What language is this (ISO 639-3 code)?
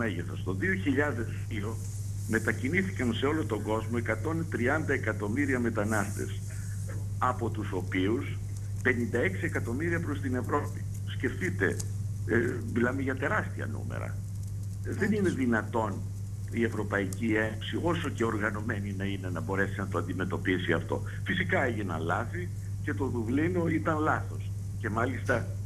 ell